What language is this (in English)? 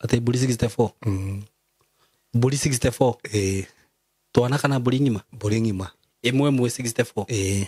Kikuyu